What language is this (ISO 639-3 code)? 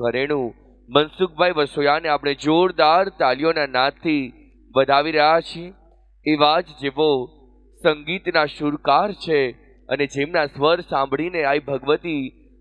guj